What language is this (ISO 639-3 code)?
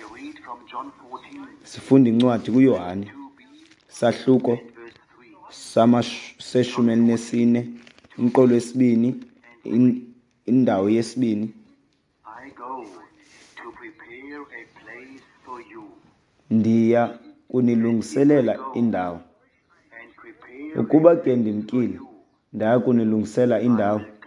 xho